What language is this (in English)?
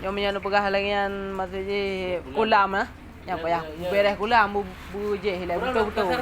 Achinese